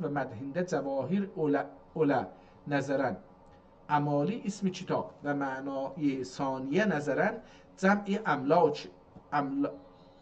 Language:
South Azerbaijani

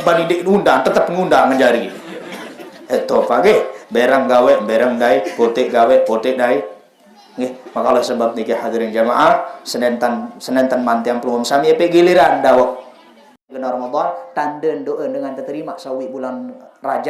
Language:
Sasak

